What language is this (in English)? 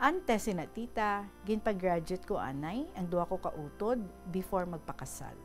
Hiligaynon